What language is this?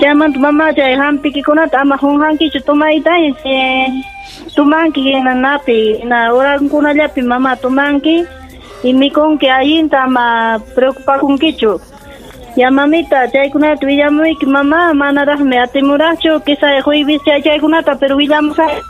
Ayacucho Quechua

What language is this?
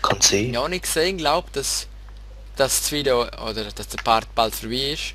Swiss German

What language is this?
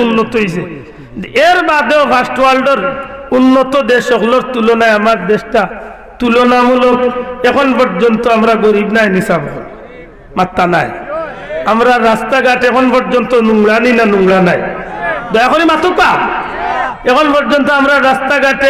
Sylheti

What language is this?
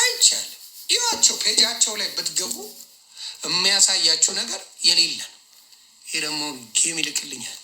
Amharic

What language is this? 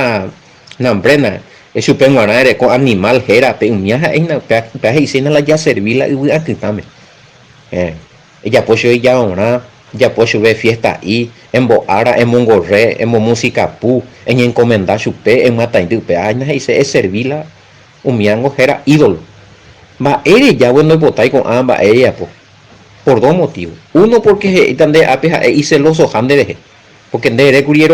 Guarani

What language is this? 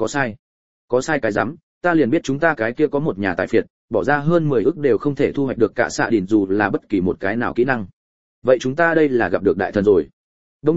Vietnamese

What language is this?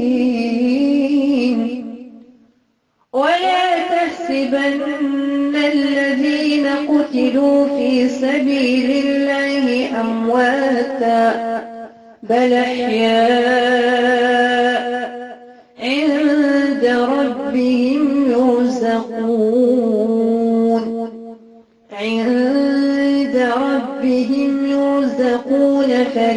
Arabic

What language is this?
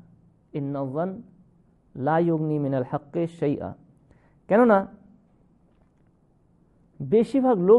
Bangla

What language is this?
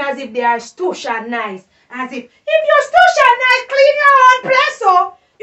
Jamaican Creole English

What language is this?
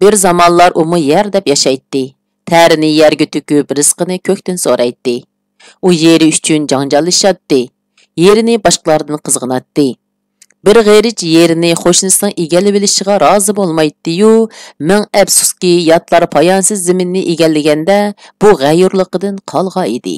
Uyghur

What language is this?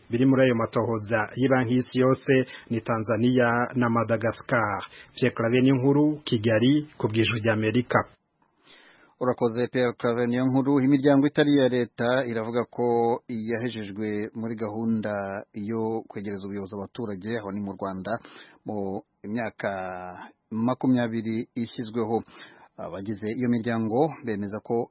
Kinyarwanda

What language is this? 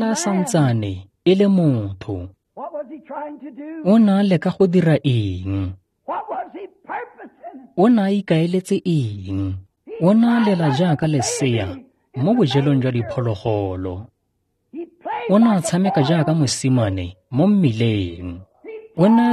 Tswana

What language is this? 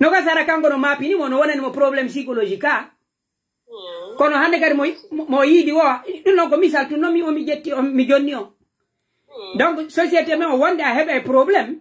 Pular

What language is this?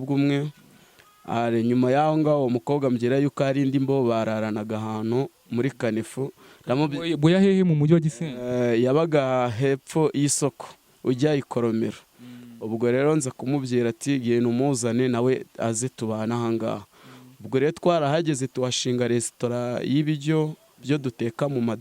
Kinyarwanda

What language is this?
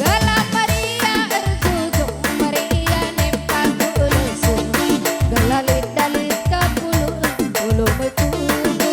Batak Karo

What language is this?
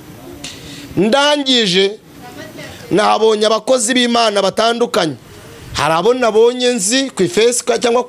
Kinyarwanda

